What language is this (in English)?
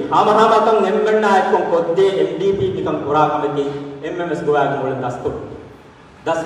Divehi